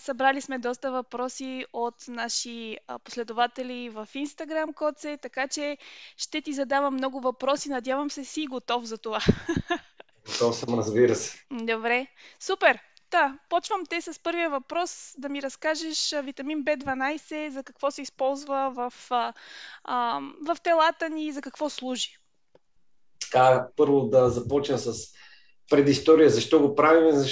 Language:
Bulgarian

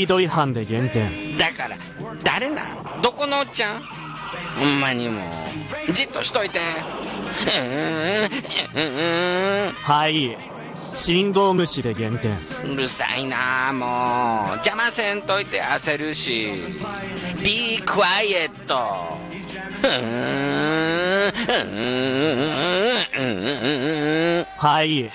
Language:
Japanese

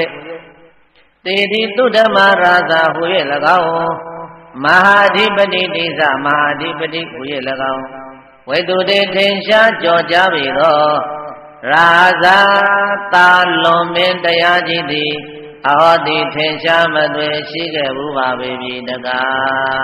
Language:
Burmese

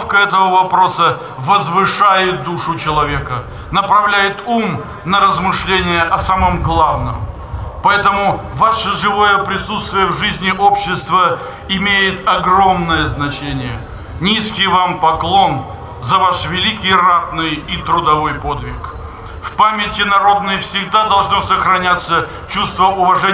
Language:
Russian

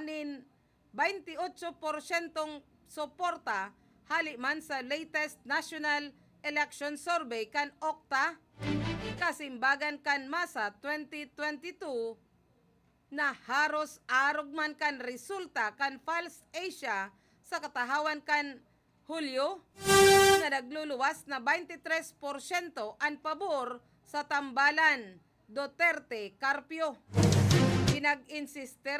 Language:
Bikol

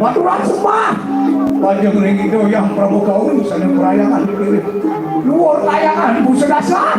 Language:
Balinese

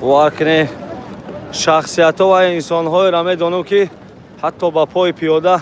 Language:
Tajik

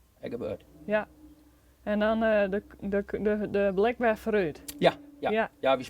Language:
Western Frisian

